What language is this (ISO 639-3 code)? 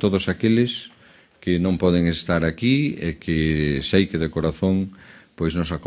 glg